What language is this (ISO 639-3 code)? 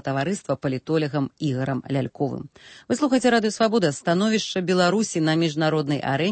bel